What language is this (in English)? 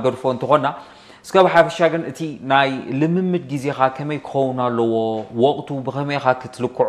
Tigrinya